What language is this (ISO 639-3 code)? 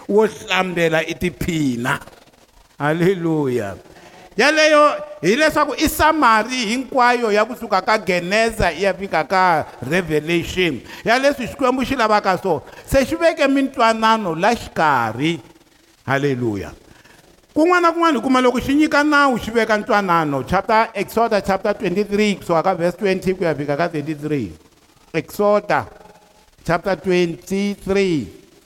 tso